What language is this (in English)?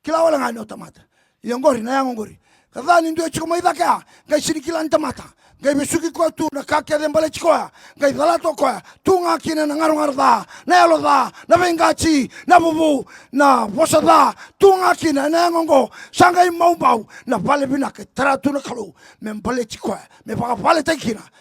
Fijian